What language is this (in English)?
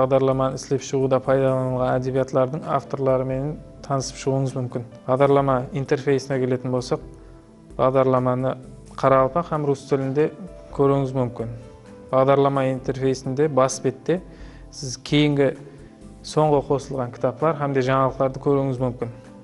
Kara-Kalpak